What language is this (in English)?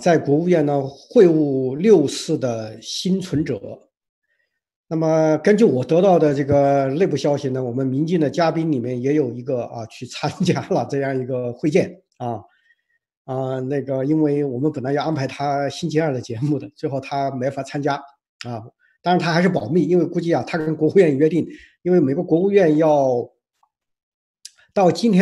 Chinese